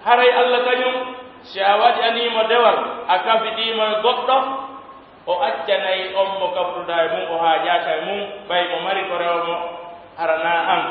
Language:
Pular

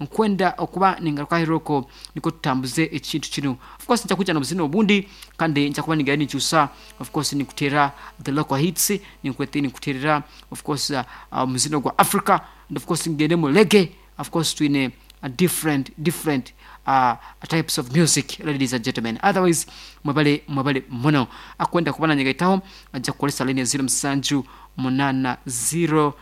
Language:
Nyoro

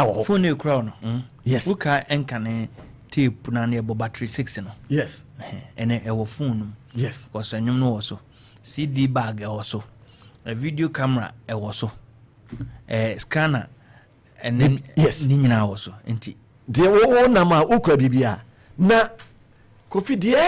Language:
Akan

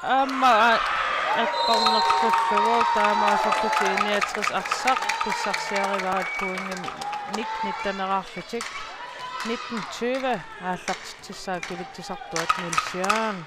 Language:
Kalaallisut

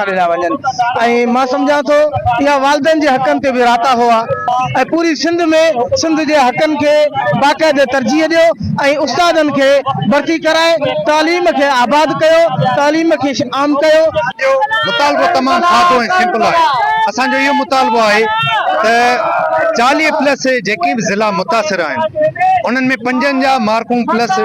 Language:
Sindhi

